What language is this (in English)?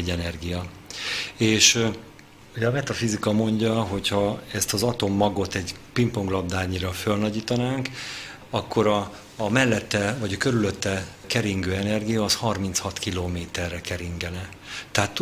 Hungarian